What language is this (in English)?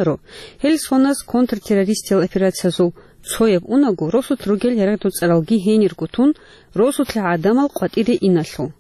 Avaric